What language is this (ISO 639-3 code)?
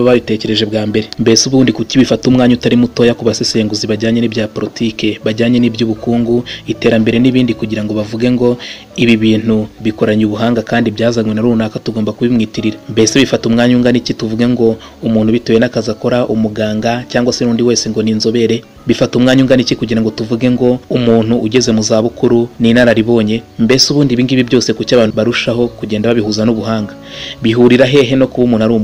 kin